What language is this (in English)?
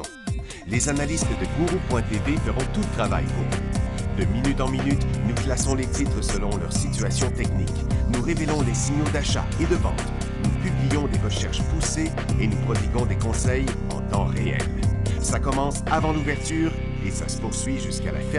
French